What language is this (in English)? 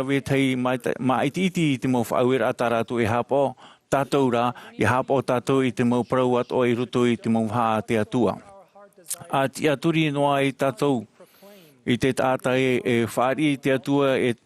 Tahitian